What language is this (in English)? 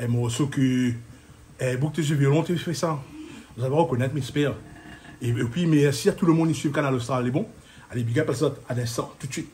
Réunion Creole French